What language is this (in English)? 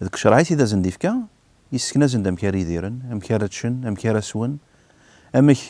Kabyle